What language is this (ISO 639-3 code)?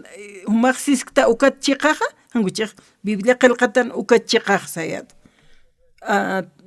aym